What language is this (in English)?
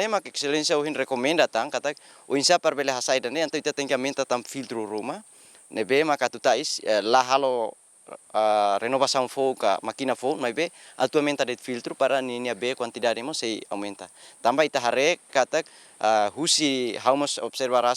Tetum